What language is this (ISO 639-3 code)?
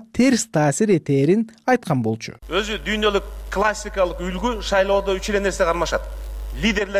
kir